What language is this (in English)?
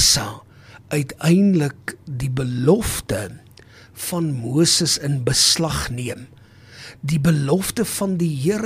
Afrikaans